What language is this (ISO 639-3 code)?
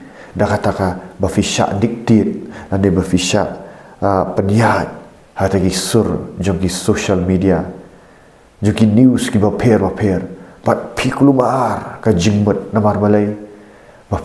kha